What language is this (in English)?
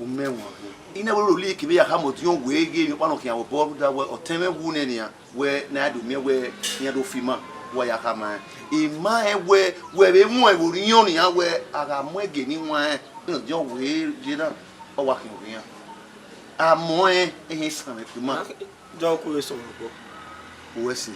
Bini